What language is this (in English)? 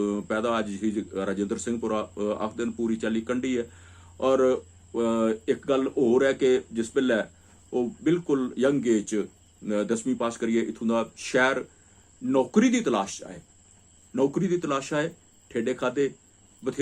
Dogri